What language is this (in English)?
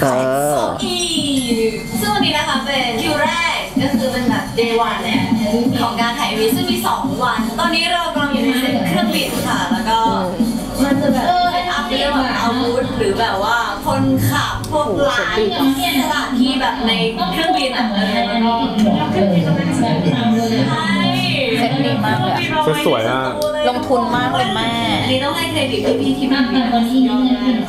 Thai